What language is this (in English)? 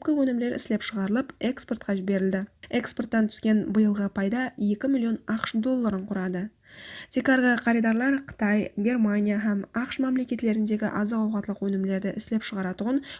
Kara-Kalpak